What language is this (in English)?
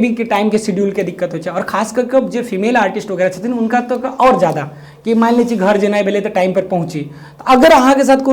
Maithili